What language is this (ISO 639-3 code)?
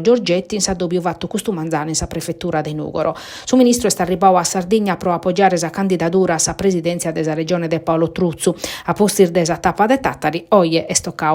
srd